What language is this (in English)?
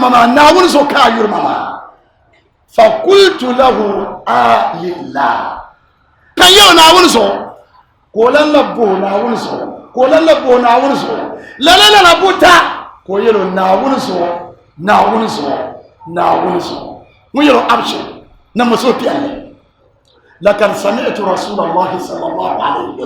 Dagbani